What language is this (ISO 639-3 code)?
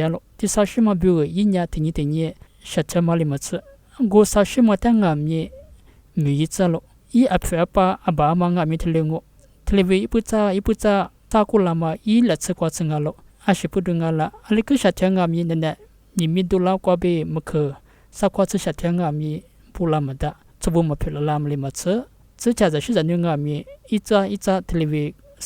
lis